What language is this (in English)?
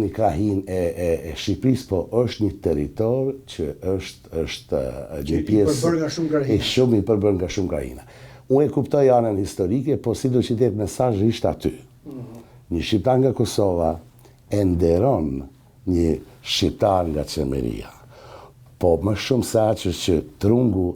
Albanian